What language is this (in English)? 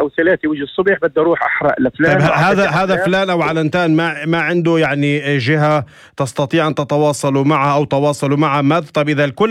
North Levantine Arabic